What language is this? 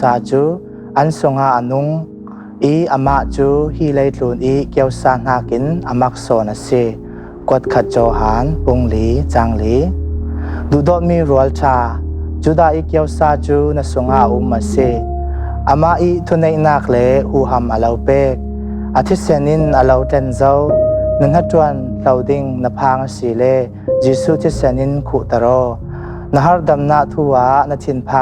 Falam Chin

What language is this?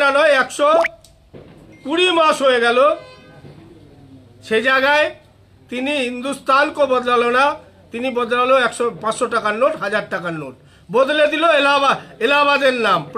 Bangla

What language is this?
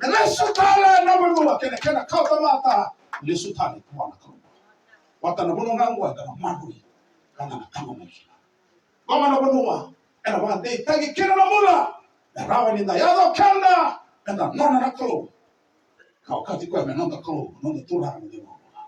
Fijian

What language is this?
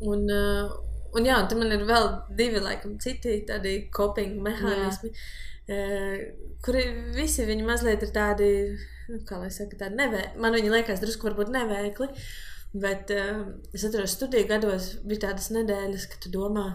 Latvian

